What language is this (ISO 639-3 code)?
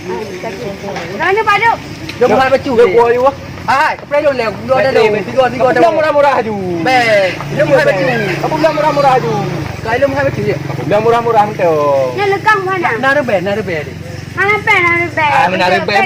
ace